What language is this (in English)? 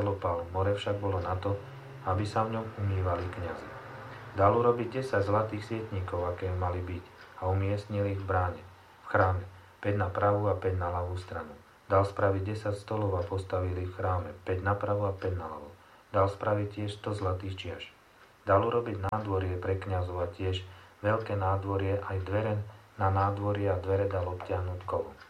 Slovak